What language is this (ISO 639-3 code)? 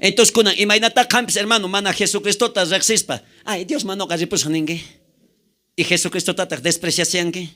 quh